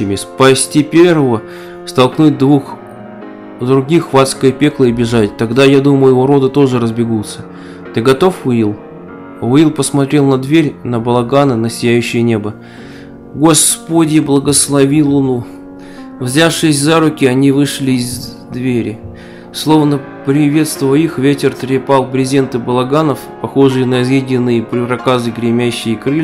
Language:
Russian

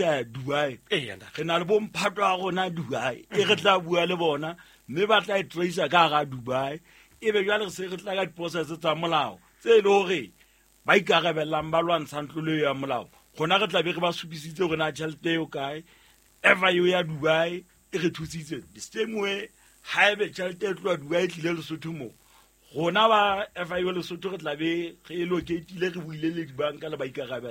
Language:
Southern Sotho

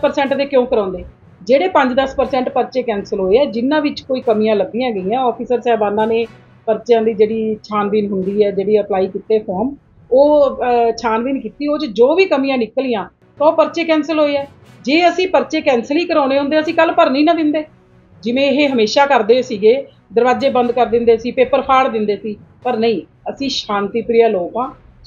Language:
Punjabi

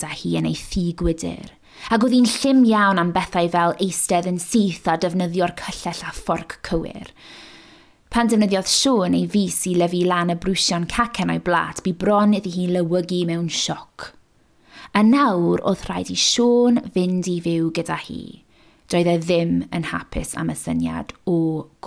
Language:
Welsh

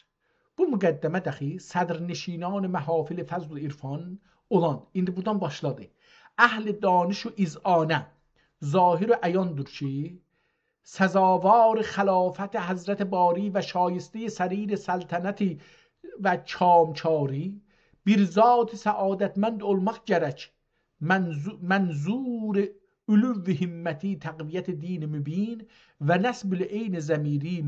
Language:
South Azerbaijani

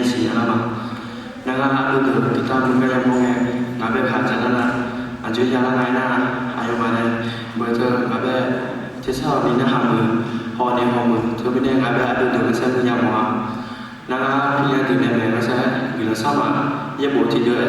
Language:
Akha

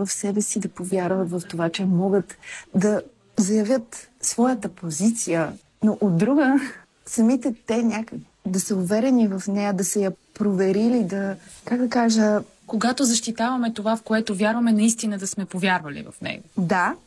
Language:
Bulgarian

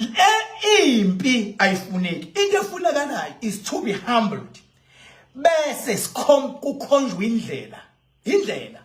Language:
Zulu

